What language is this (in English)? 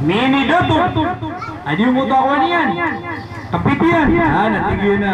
Maranao